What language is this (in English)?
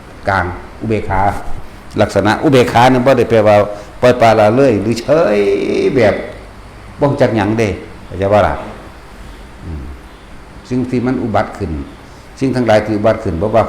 Northeastern Thai